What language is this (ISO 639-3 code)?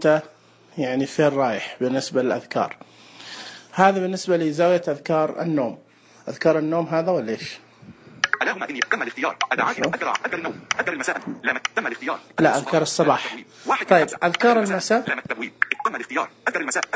ars